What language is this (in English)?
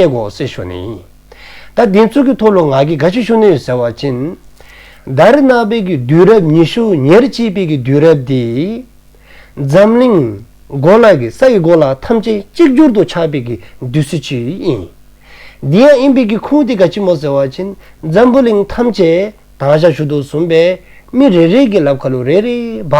Dzongkha